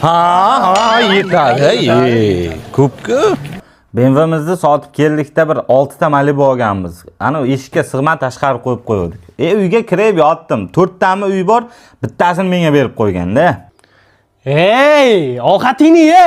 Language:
Uzbek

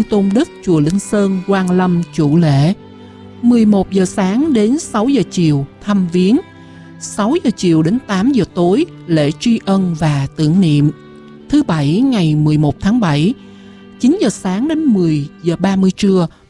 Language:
Vietnamese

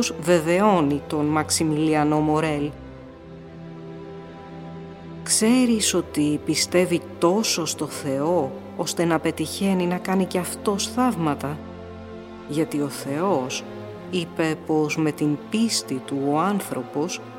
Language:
Greek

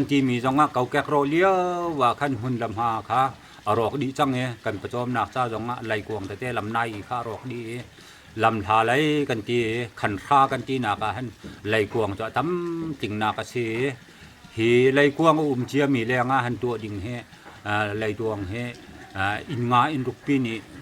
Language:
Hakha Chin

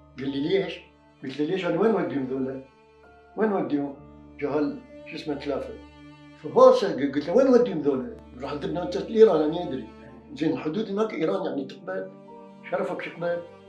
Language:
Mesopotamian Arabic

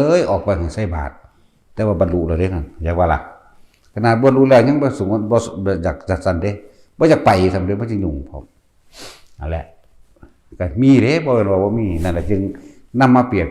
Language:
Northeastern Thai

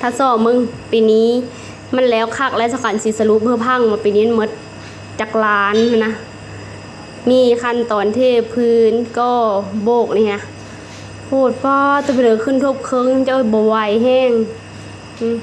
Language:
Lao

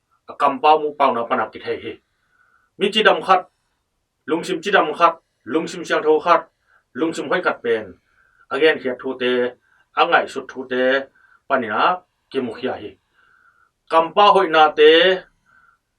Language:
Tedim Chin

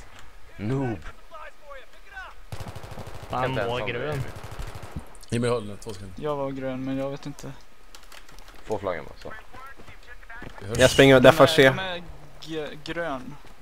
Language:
Swedish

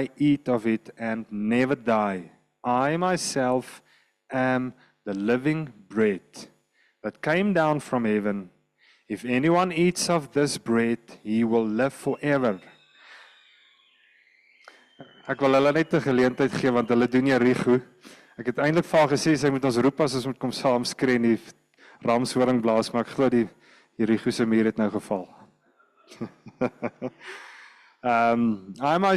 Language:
Afrikaans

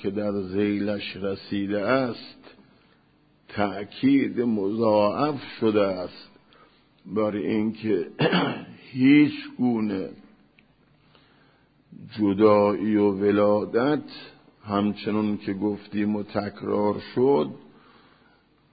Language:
Persian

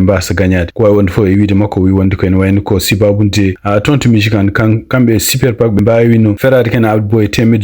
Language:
Fula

